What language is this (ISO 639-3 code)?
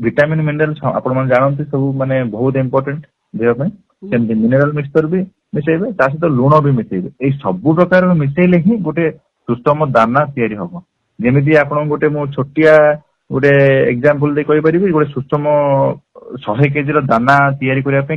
ori